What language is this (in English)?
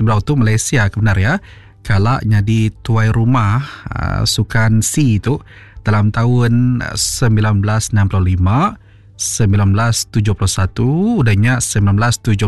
Iban